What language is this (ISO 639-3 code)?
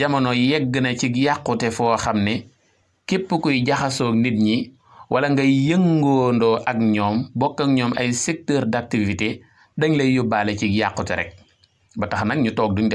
wol